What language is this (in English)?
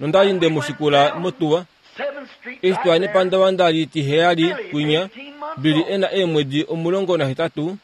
Kuanyama